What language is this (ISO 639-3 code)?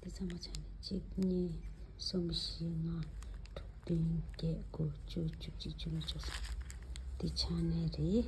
bod